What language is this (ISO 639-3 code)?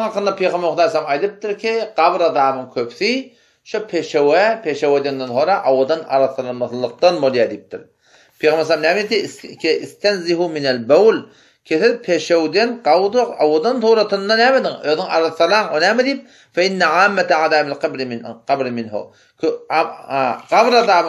tuk